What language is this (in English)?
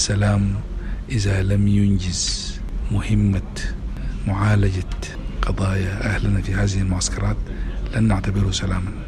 Sudanese Arabic